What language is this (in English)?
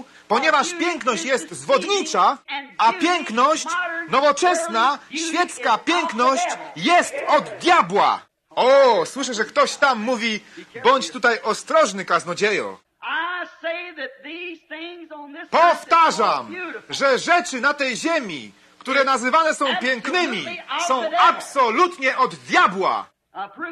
Polish